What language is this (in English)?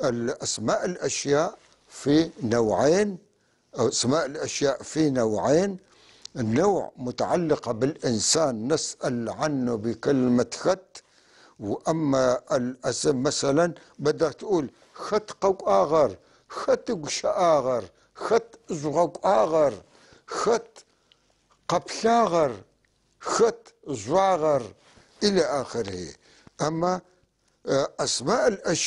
North Levantine Arabic